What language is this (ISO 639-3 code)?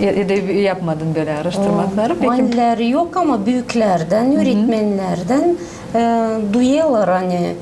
gag